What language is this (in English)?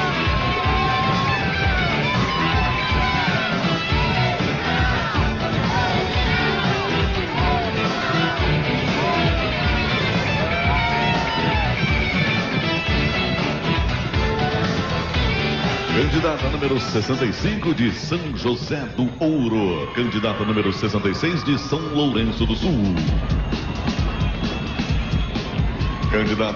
Portuguese